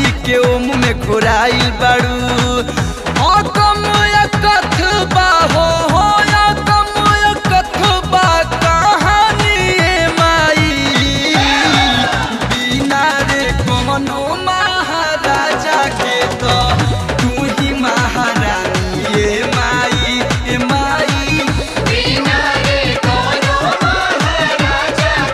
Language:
Bhojpuri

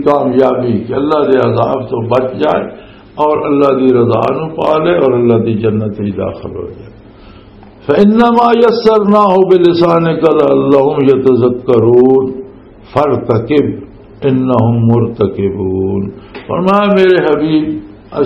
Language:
Western Panjabi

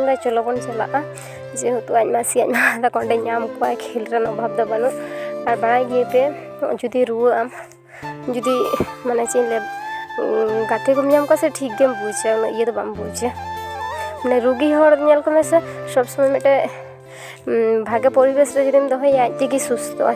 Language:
Santali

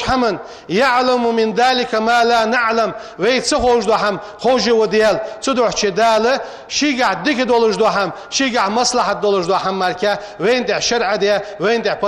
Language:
Ingush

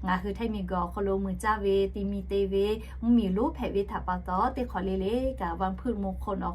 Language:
Lahu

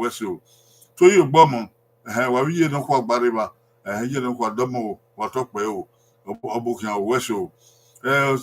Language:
Bini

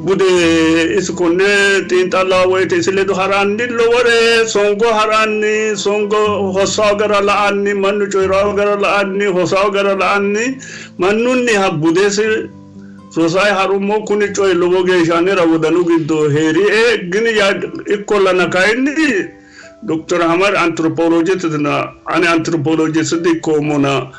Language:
Sidamo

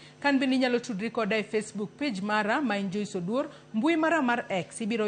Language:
Luo (Kenya and Tanzania)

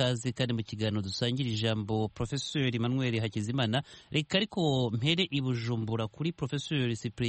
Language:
Kinyarwanda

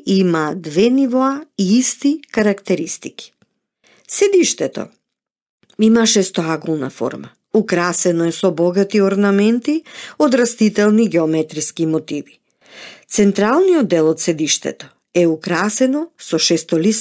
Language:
Macedonian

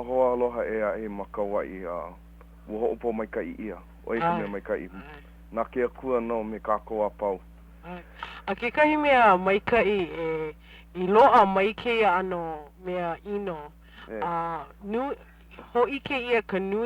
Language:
Hawaiian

